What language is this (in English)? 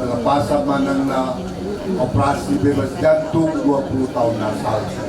Batak Toba